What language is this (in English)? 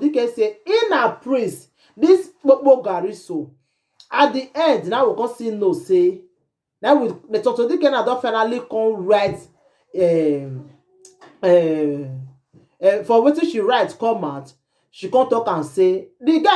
Nigerian Pidgin